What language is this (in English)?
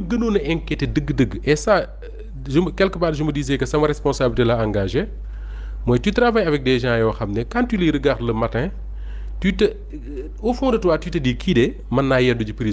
Wolof